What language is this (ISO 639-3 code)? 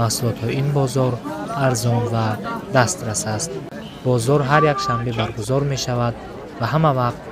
tgk